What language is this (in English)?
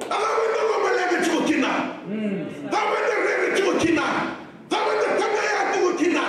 Fijian